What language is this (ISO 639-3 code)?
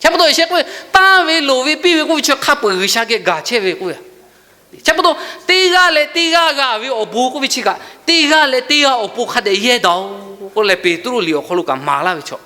lhu